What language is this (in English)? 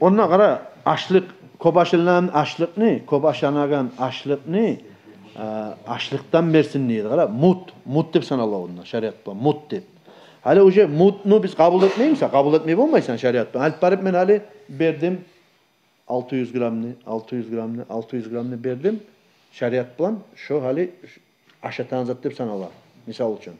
Kumyk